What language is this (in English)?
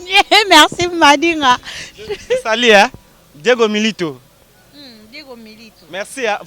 Lingala